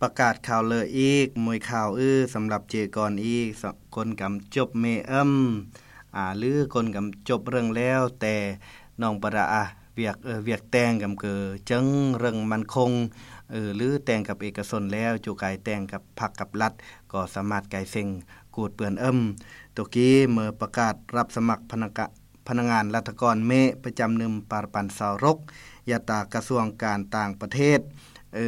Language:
Lao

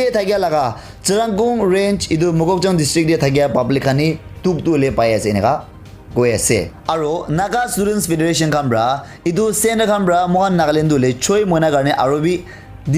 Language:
Naga Pidgin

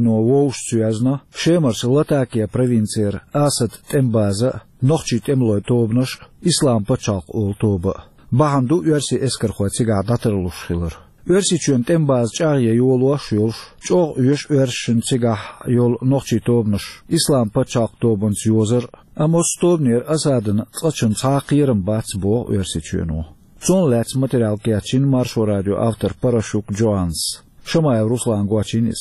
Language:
Chechen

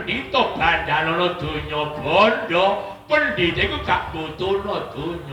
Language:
Javanese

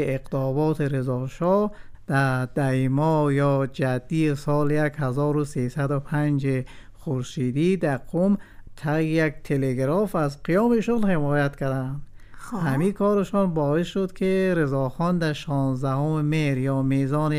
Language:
Persian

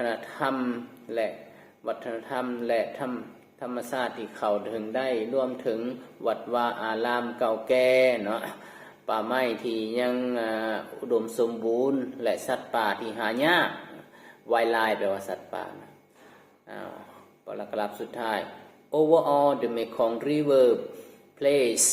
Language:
Lao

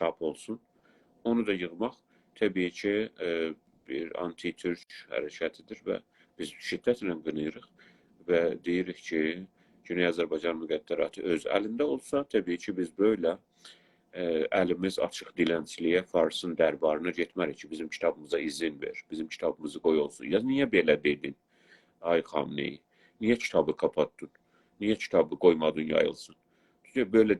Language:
South Azerbaijani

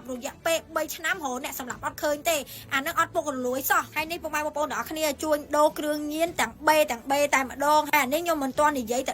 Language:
Khmer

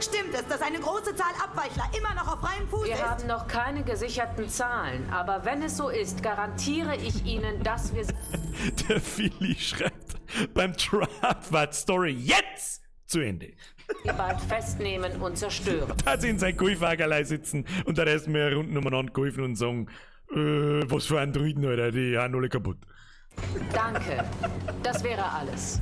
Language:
Bavarian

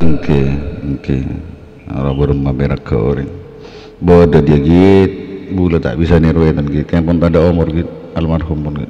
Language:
Madurese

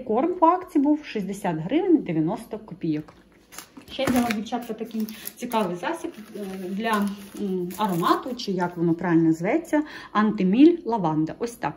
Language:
Ukrainian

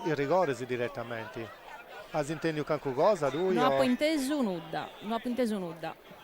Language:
Sardinian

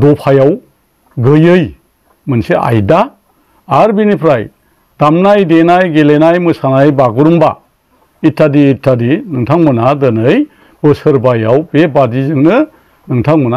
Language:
Bodo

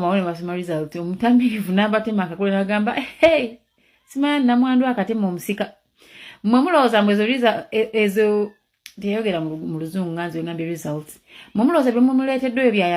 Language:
Ganda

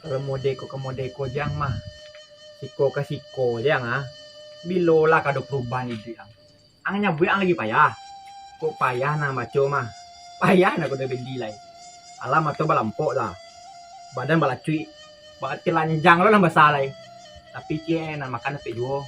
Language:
Minangkabau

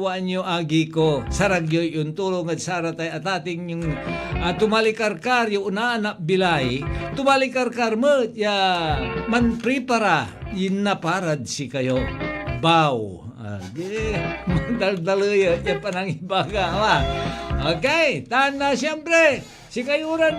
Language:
Pangasinan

